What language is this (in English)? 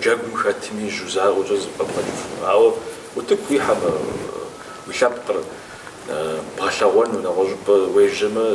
Kabardian